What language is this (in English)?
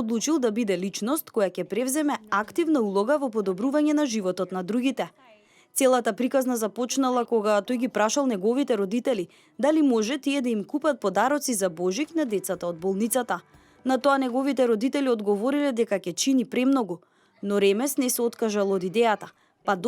Macedonian